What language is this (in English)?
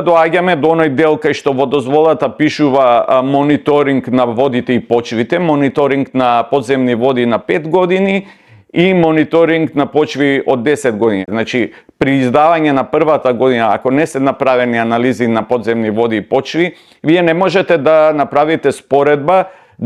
Macedonian